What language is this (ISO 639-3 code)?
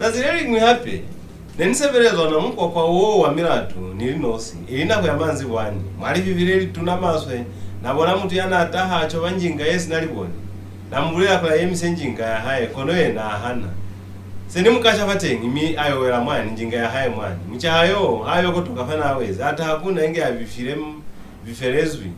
loz